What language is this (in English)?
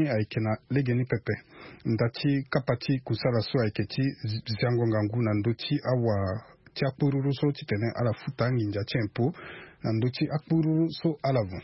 Sango